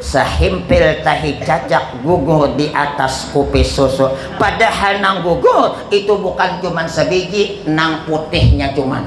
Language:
Banjar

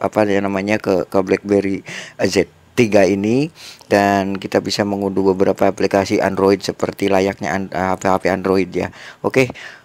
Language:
Indonesian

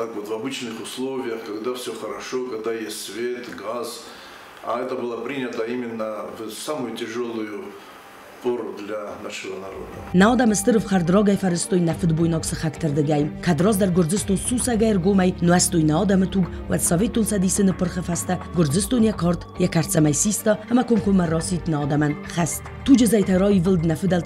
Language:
Ossetic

